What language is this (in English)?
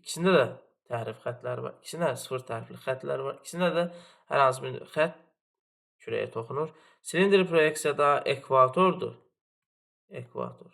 Azerbaijani